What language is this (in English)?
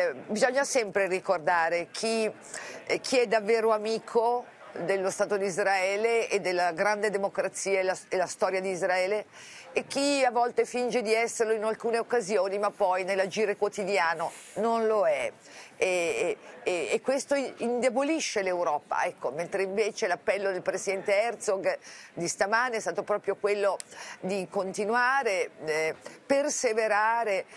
Italian